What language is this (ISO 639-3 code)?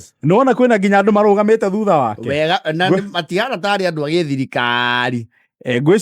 kik